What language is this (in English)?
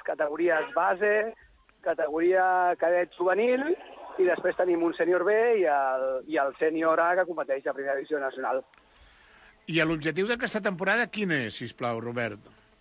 Catalan